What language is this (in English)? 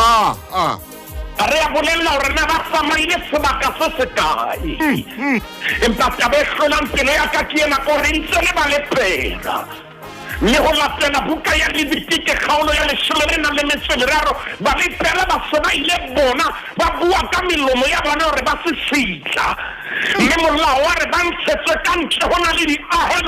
Southern Sotho